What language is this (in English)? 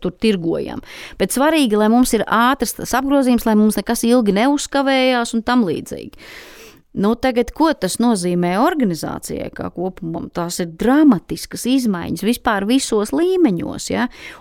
Latvian